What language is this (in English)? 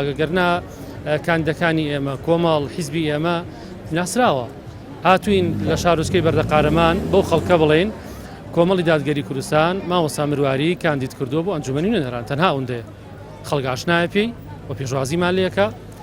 Central Kurdish